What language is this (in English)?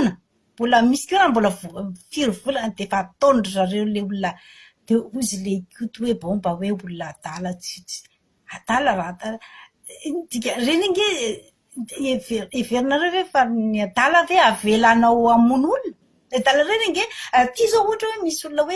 Malagasy